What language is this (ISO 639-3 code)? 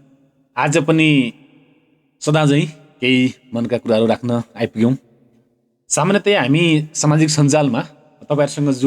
nep